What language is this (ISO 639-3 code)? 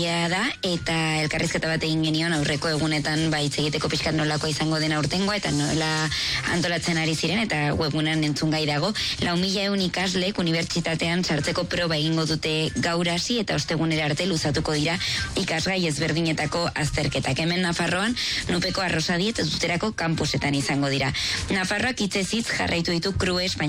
eus